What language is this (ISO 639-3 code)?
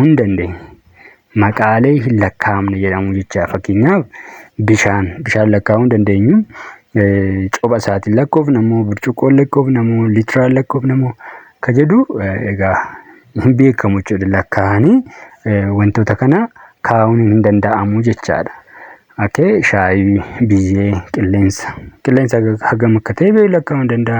orm